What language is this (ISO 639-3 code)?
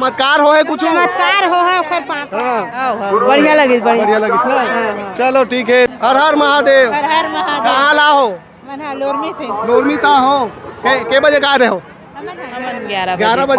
hne